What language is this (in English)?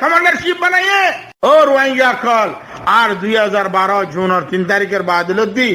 Rohingya